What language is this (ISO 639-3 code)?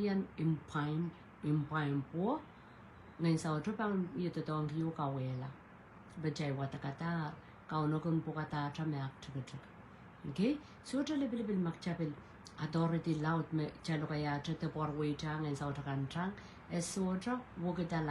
pon